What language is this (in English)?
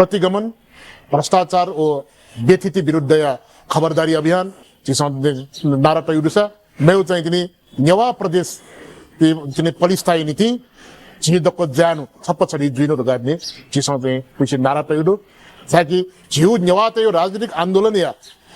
Newari